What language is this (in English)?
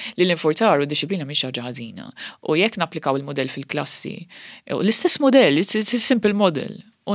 Maltese